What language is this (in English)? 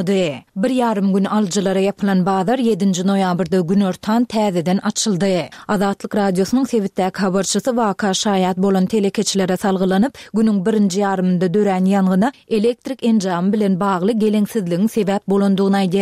Turkmen